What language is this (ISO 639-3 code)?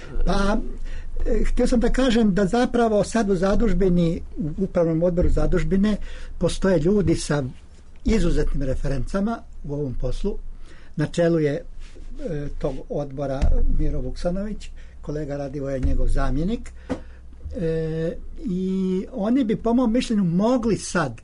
srp